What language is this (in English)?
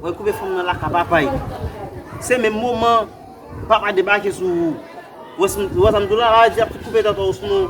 Haitian Creole